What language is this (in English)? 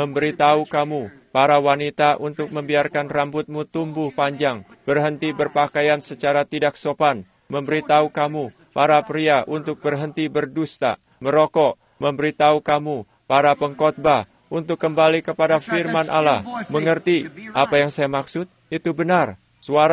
Indonesian